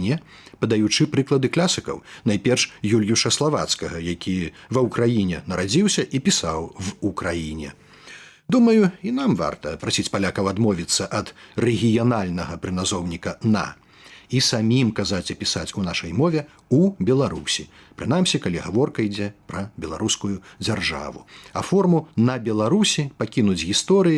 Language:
Belarusian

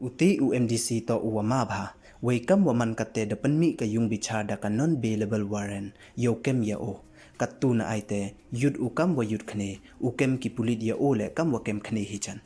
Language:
Pnar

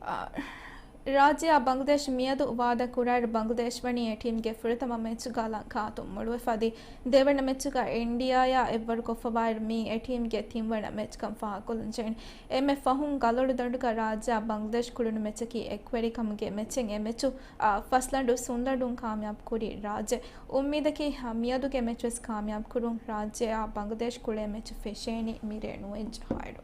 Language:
Divehi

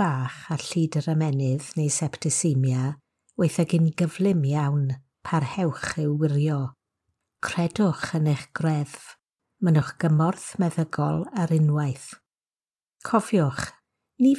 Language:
Welsh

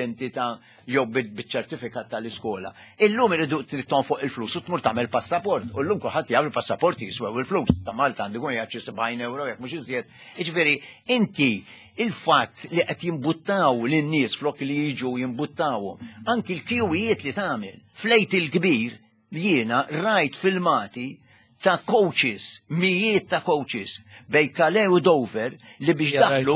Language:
Maltese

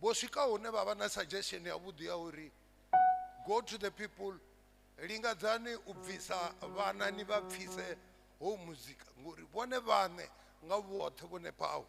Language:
Venda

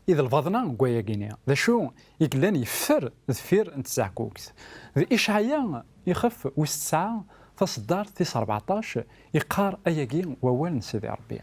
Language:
Kabyle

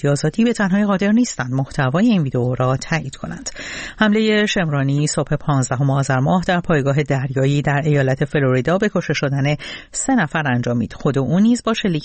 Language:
Persian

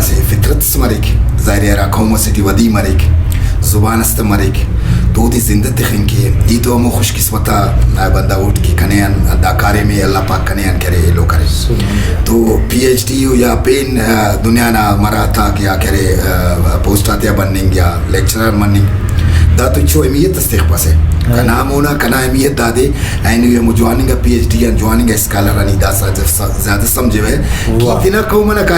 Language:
Brahui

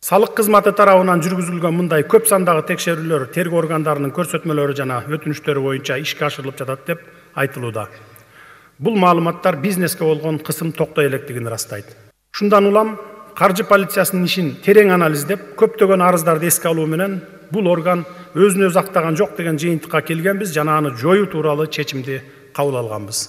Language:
Kyrgyz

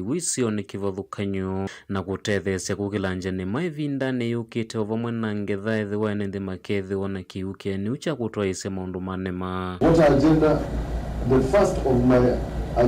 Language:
Kamba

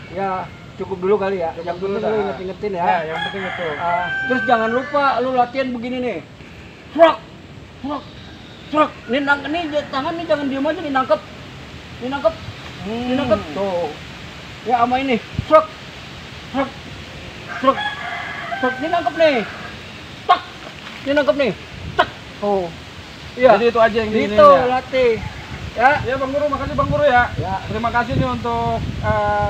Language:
Betawi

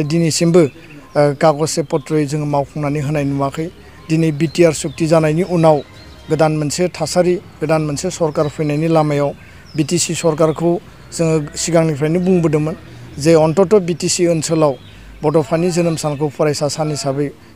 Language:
Bodo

